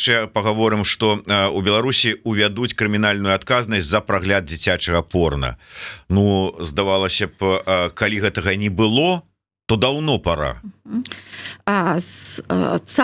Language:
Belarusian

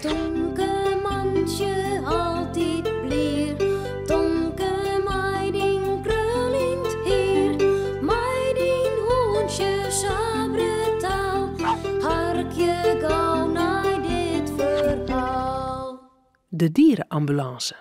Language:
Western Frisian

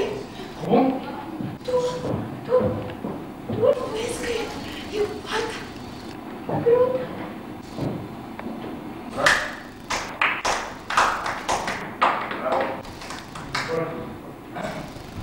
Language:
Romanian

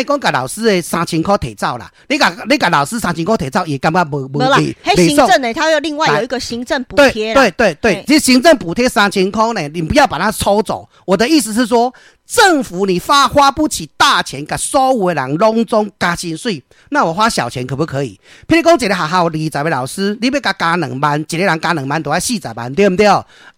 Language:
Min Nan Chinese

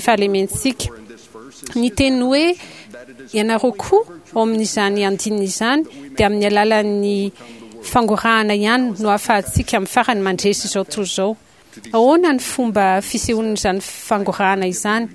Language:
Malagasy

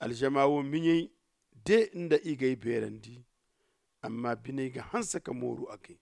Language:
Zarma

